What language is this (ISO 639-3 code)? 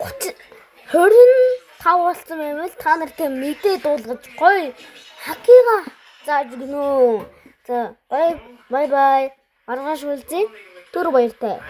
mon